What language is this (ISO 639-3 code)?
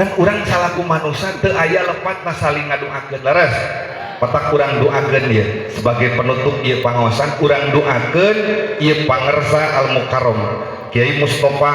sun